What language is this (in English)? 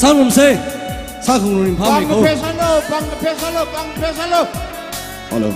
Tangkhul Naga (India)